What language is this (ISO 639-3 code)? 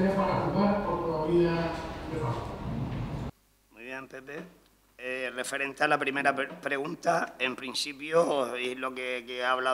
spa